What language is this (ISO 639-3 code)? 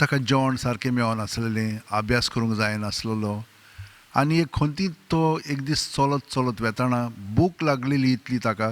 kok